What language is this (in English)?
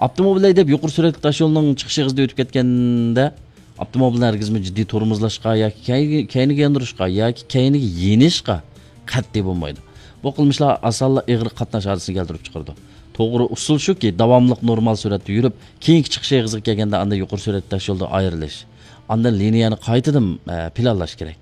Uyghur